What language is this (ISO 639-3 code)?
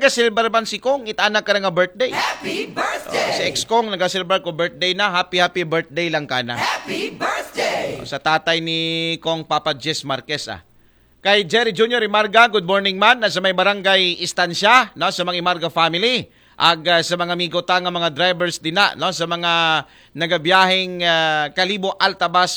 akl